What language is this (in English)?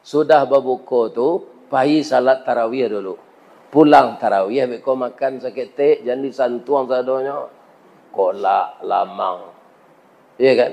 Minangkabau